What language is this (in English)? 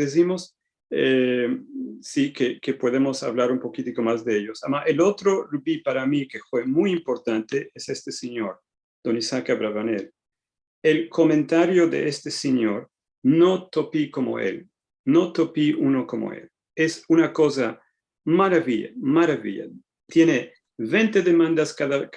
Ladino